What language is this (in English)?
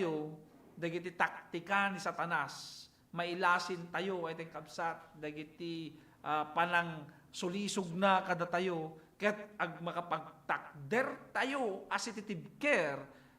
Iloko